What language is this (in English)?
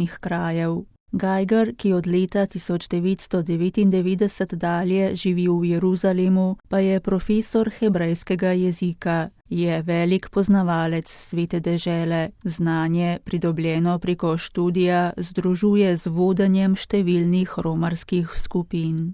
Slovenian